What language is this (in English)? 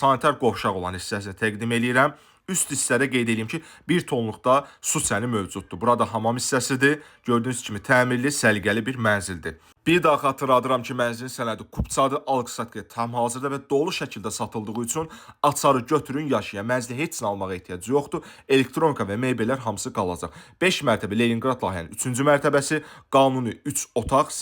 Azerbaijani